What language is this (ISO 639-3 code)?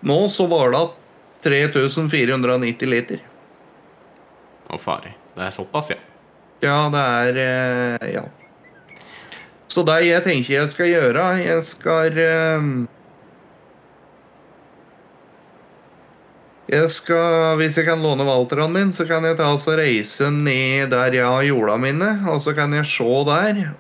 nor